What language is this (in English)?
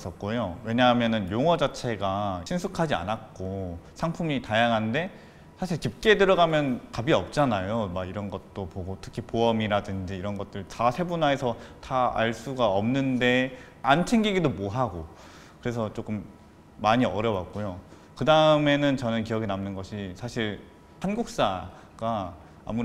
Korean